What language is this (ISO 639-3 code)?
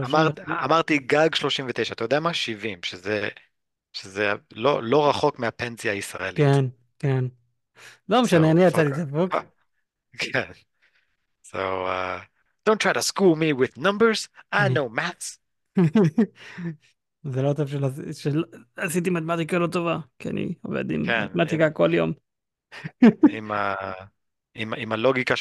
heb